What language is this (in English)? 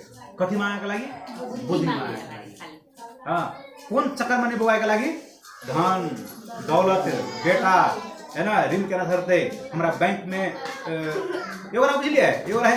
Maithili